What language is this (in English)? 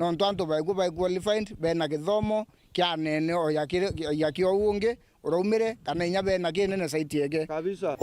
Meru